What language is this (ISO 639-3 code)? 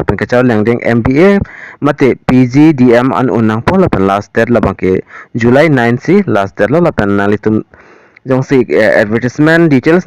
mjw